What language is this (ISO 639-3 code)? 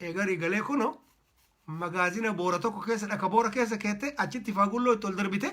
orm